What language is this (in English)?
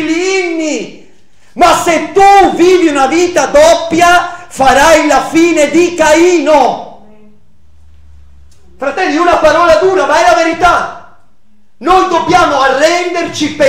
Italian